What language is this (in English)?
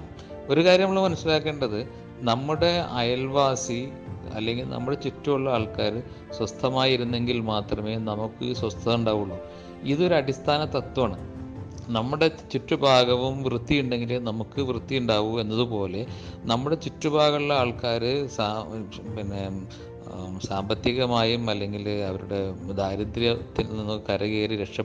Malayalam